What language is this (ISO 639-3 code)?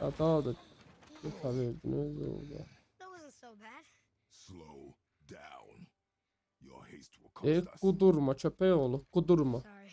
azb